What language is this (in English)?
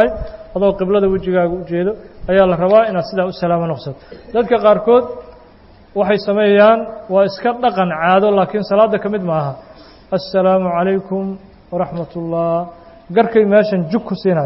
Somali